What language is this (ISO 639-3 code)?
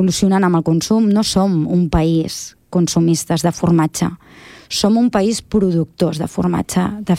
cat